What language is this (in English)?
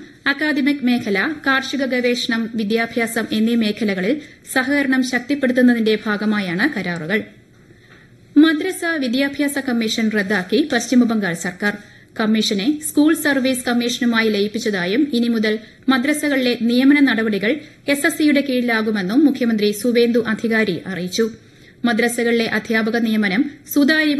Malayalam